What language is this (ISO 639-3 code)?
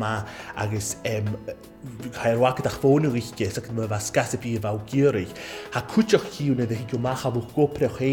gla